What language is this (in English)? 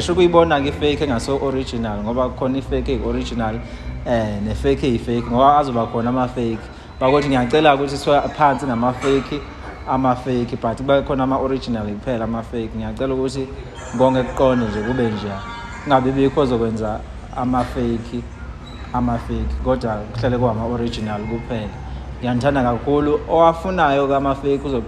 Zulu